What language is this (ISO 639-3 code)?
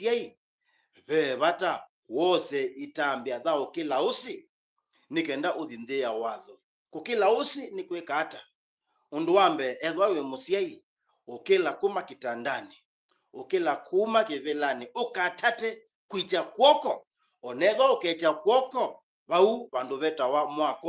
kam